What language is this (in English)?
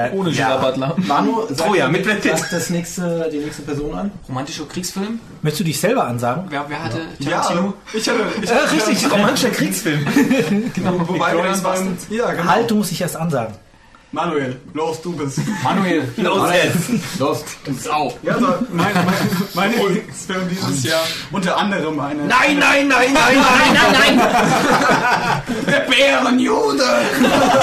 German